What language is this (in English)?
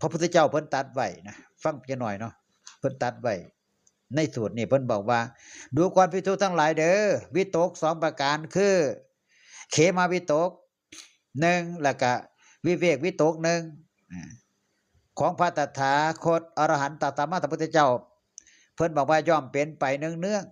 Northeastern Thai